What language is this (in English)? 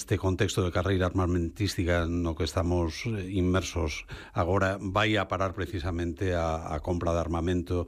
Galician